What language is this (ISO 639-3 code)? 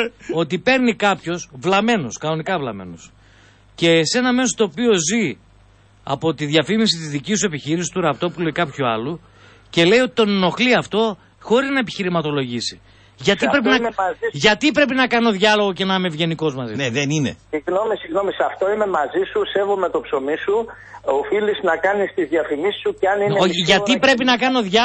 ell